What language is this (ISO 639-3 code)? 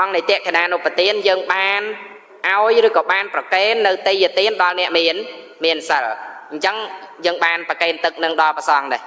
khm